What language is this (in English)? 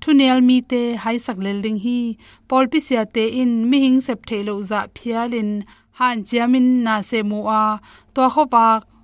Tedim Chin